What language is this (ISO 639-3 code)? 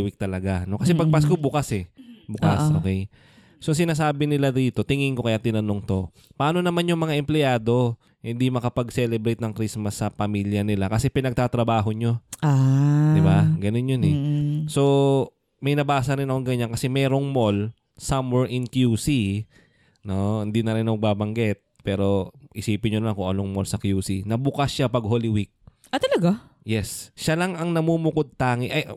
fil